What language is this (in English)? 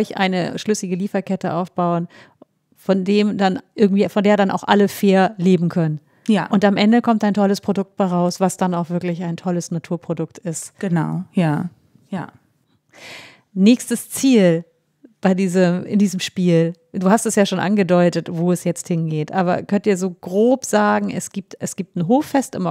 German